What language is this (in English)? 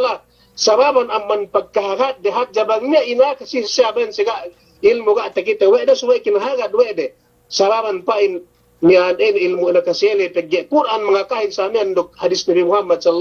Yakan